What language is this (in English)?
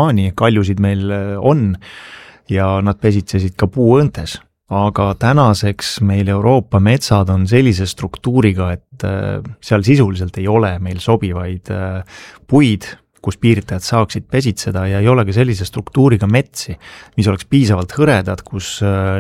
Estonian